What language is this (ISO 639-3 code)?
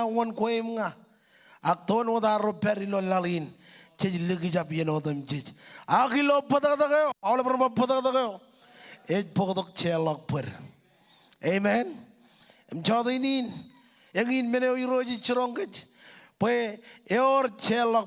mah